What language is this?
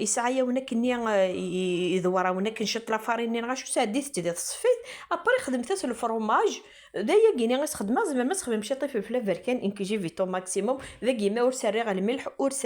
Kabyle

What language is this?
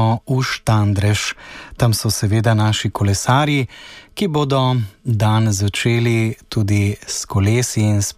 Slovenian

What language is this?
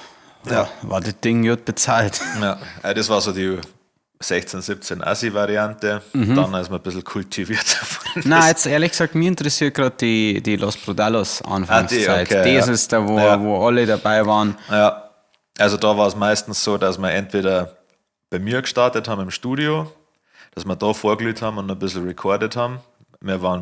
Bavarian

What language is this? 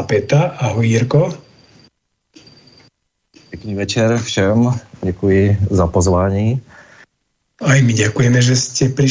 Slovak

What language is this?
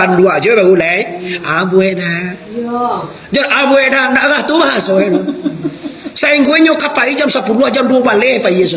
Minangkabau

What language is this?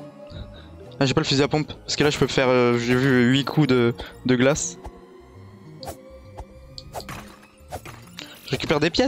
French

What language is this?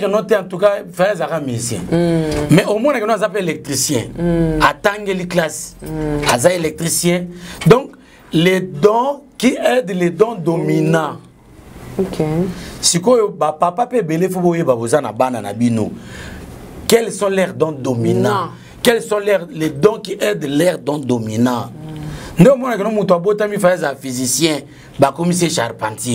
Lingala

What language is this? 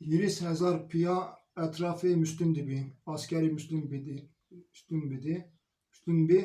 Zaza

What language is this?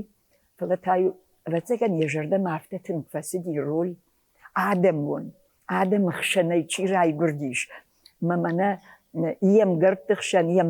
Ossetic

